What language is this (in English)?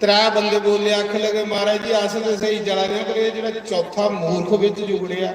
Dogri